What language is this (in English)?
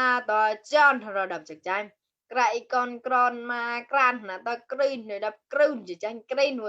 Mon